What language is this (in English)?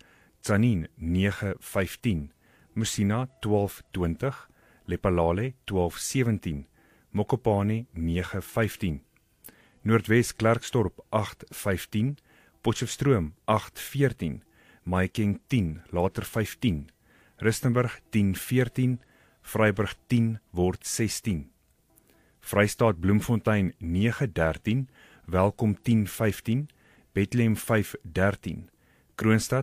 Afrikaans